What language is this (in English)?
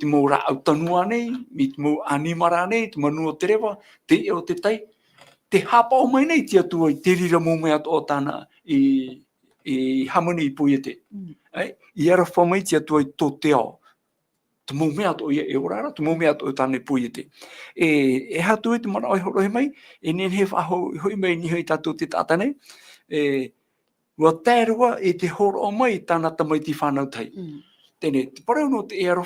Tahitian